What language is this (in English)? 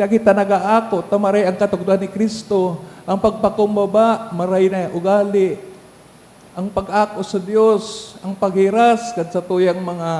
Bikol